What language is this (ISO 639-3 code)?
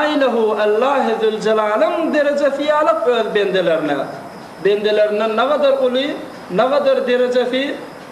tuk